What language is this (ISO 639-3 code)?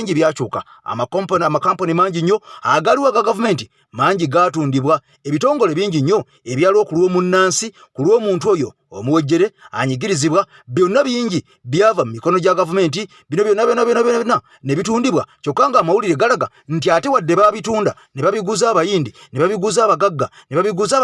lug